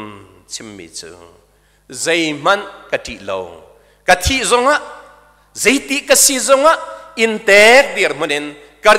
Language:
Hakha Chin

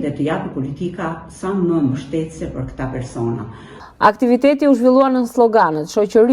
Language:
Albanian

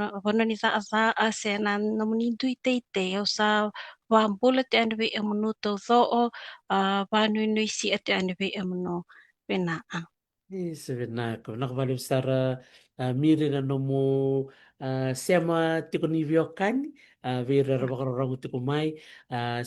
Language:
Fijian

